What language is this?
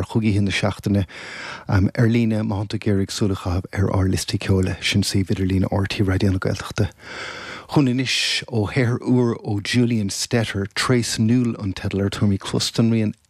Irish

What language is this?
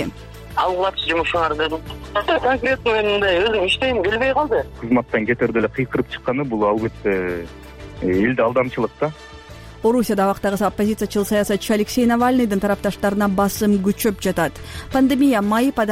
Kyrgyz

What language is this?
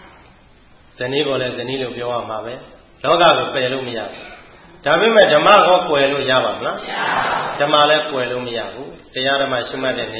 Burmese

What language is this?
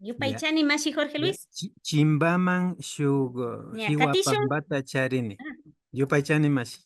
Imbabura Highland Quichua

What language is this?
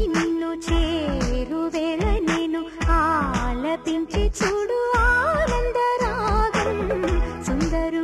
Telugu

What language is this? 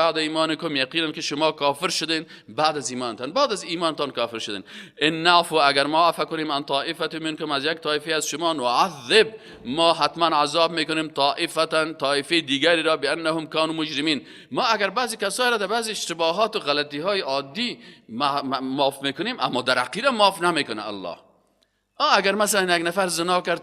Persian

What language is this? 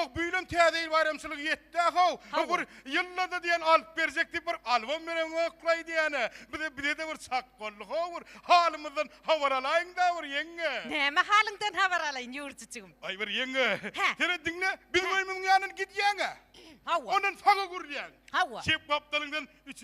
Turkmen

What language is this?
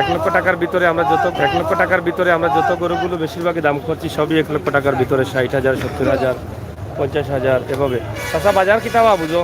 Sylheti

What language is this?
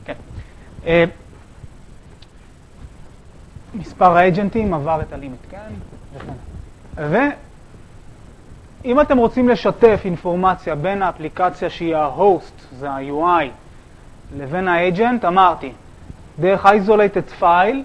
Hebrew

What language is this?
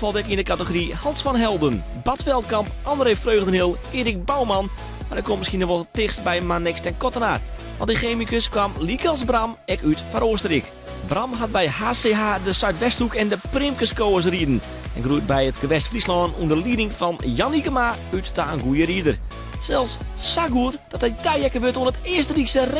Western Frisian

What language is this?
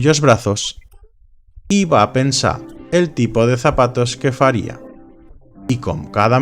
Aragonese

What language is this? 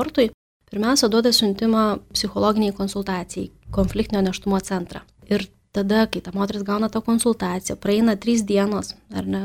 Lithuanian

